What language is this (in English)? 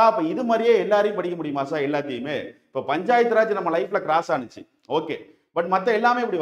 Tamil